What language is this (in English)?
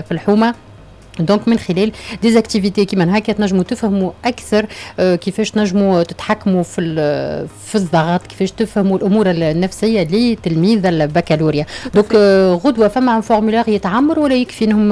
Tunisian Arabic